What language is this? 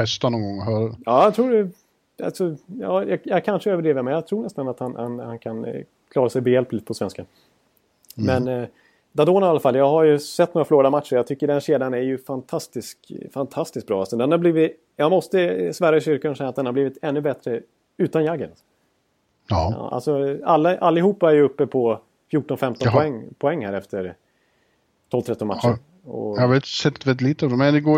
Swedish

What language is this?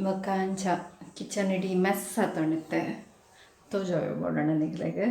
Tulu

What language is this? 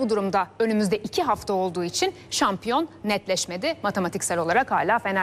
Turkish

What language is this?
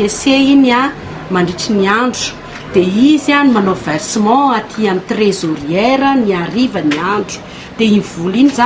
Malagasy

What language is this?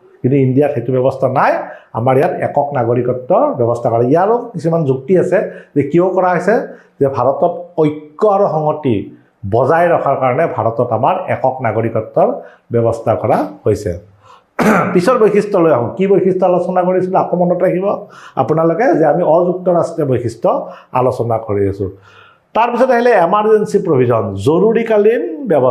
Assamese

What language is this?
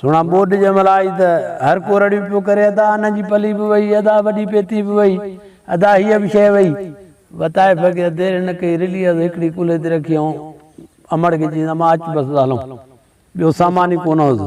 Sindhi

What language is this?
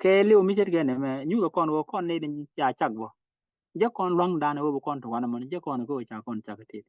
Nuer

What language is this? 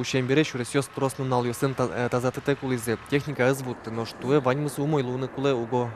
Udmurt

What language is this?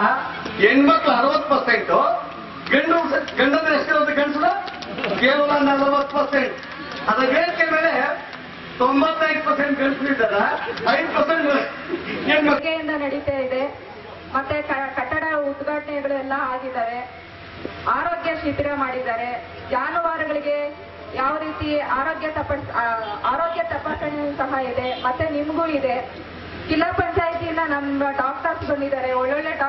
Kannada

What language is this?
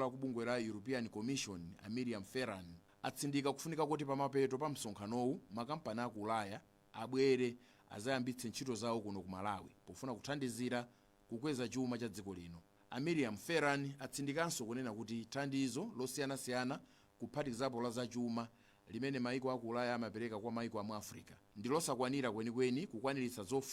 Nyanja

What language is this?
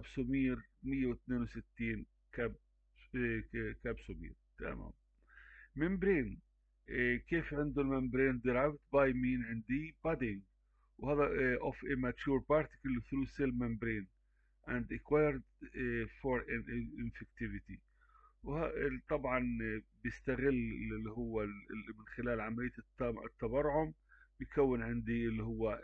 Arabic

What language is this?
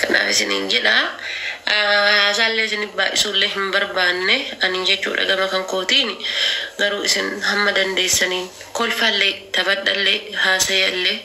Oromo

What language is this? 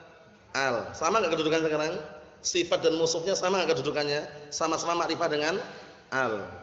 Indonesian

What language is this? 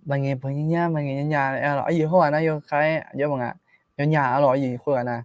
Akha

